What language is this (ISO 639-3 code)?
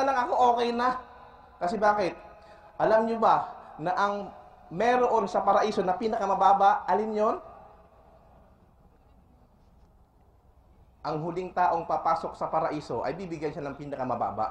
fil